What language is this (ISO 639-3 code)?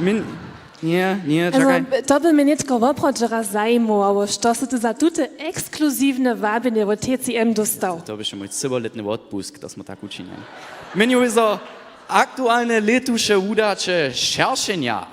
hsb